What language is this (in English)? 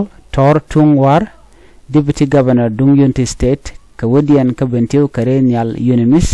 Nuer